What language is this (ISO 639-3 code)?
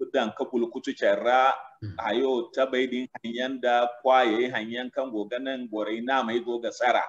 dje